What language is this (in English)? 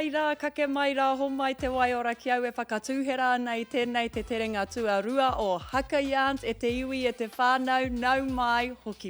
Māori